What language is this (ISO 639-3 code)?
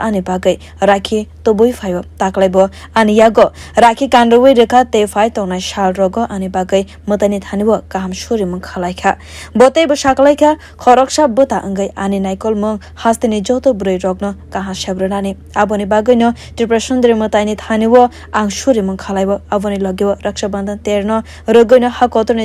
trp